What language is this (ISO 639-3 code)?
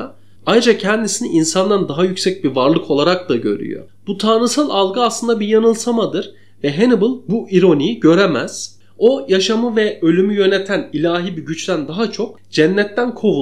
tur